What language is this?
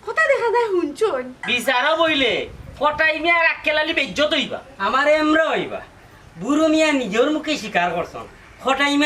Sylheti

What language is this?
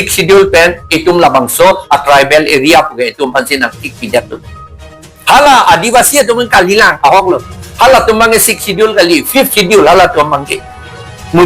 Karbi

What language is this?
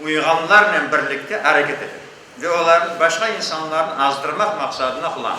Crimean Tatar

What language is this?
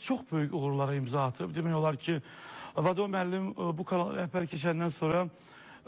Azerbaijani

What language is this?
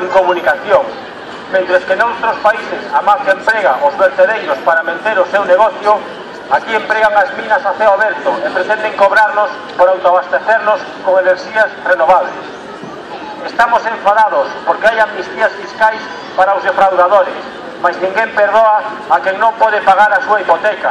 Galician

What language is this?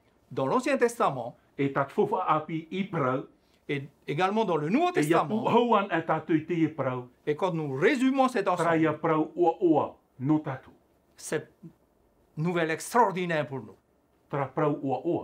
Tahitian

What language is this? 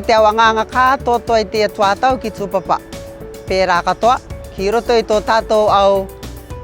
Rarotongan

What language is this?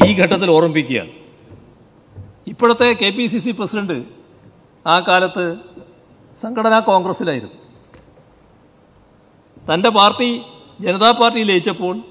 Malayalam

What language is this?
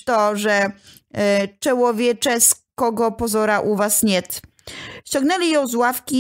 Polish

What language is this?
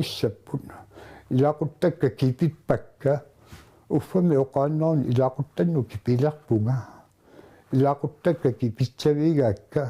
Kalaallisut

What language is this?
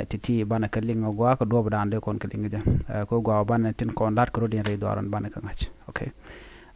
Nuer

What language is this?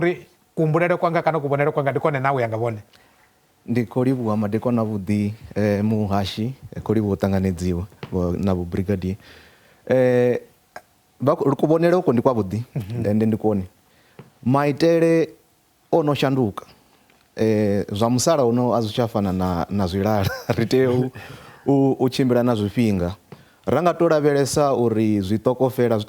Venda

